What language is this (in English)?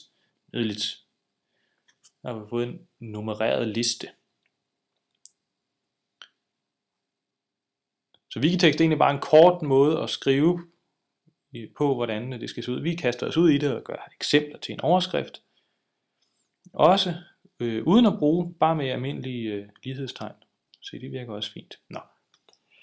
Danish